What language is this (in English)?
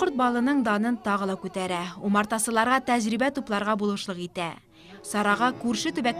Bashkir